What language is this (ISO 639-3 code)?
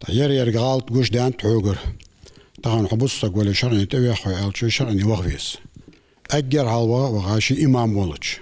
inh